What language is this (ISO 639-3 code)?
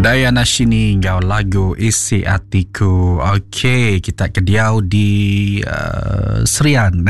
iba